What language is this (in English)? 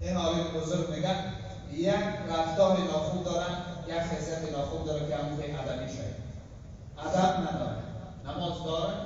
Tajik